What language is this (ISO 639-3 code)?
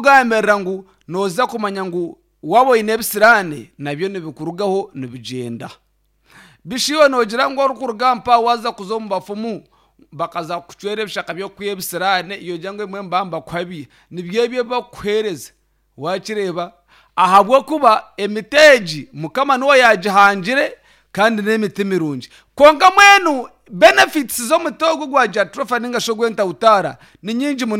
nyn